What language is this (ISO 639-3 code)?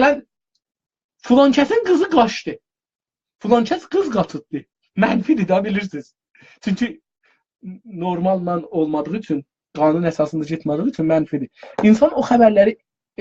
azb